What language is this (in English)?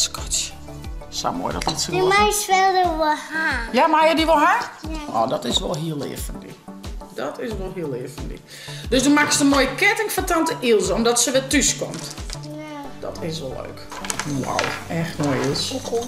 Western Frisian